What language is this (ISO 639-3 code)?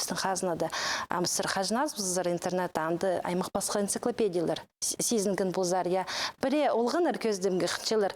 kjh